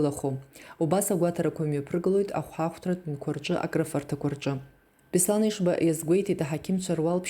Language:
Abkhazian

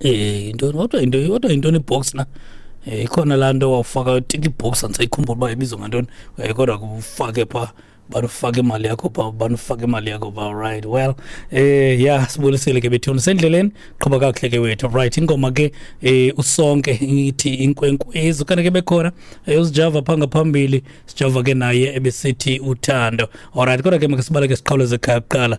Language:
Xhosa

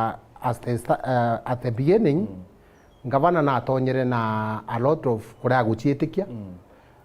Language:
Meru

